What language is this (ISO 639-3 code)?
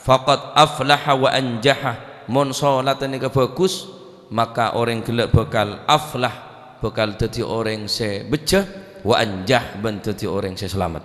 mad